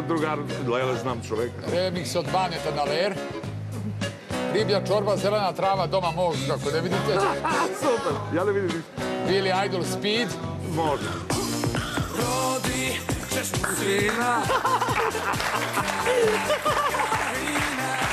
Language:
Serbian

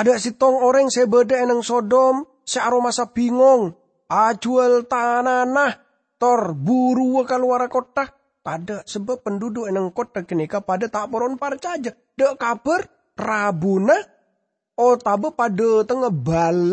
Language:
Madurese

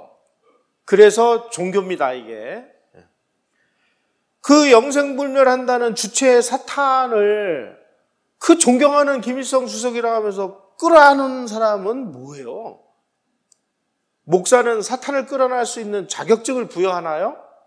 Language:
Korean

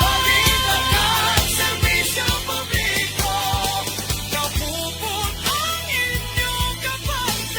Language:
Hiligaynon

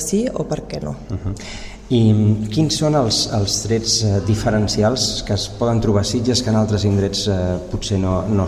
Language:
Catalan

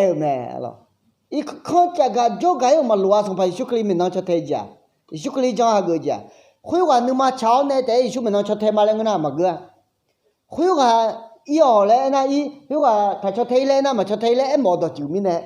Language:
Akha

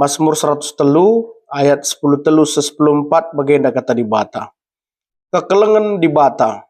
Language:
Batak Karo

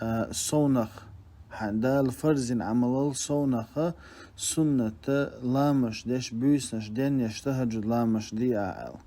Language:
Chechen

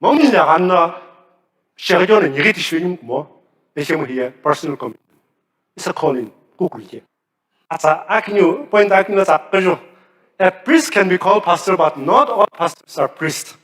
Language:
Sumi Naga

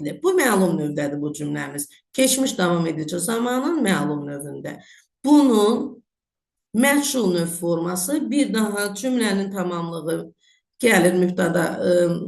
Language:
Azerbaijani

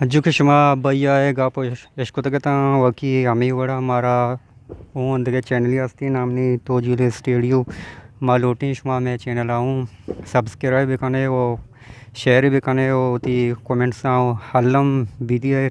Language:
Eastern Balochi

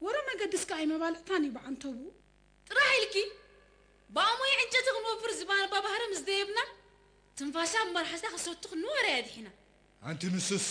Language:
Tigrinya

